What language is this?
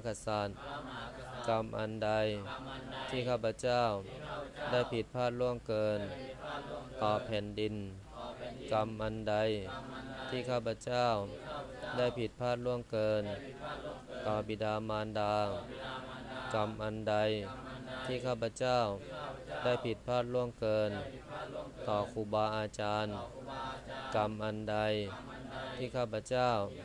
Thai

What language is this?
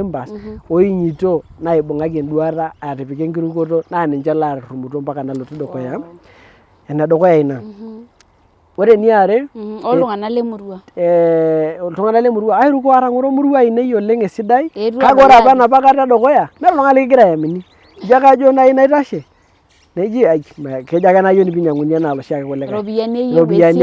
Masai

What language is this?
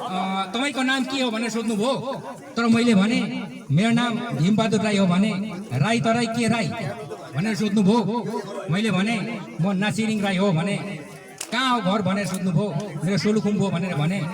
Nepali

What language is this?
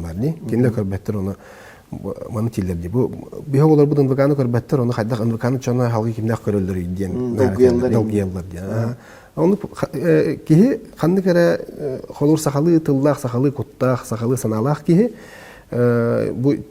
Yakut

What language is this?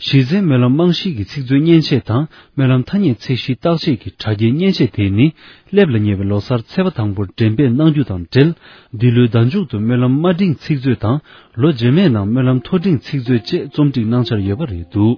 Tibetan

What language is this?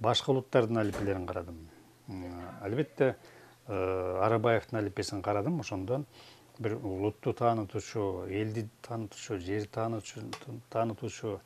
Kyrgyz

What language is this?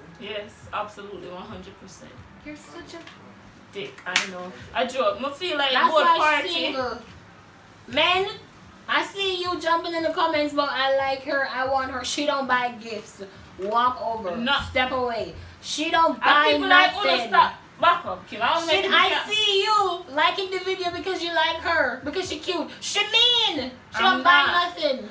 Jamaican Creole English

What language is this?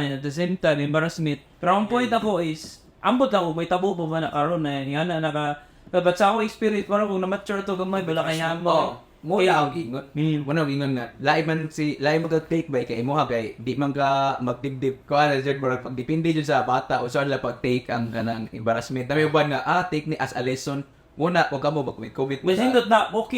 Cebuano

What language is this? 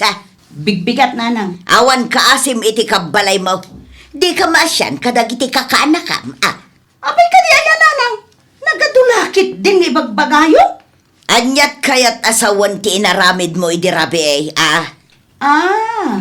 Iloko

